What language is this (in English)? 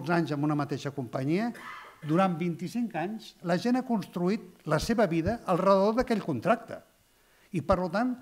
Catalan